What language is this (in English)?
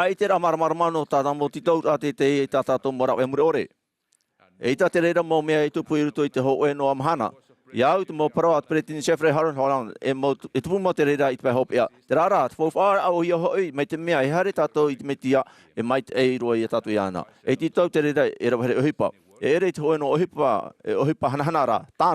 Tahitian